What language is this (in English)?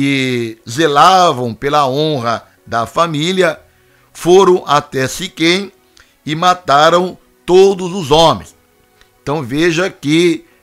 Portuguese